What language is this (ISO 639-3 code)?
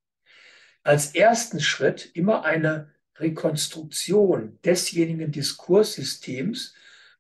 deu